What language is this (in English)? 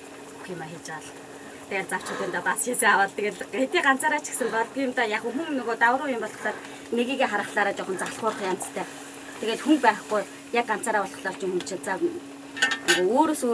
Mongolian